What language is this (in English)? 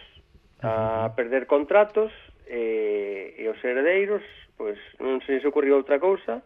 Galician